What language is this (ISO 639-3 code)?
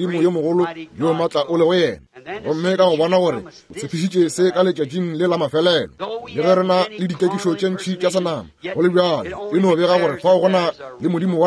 nso